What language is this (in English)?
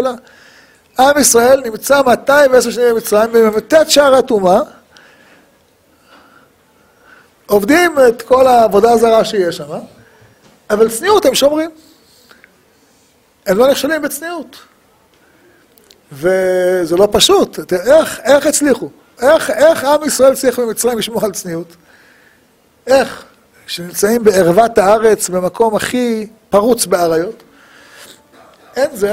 Hebrew